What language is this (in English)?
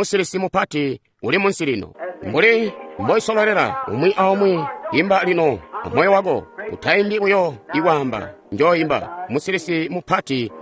Tonga (Zambia)